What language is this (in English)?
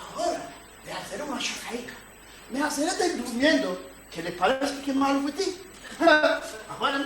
Ladino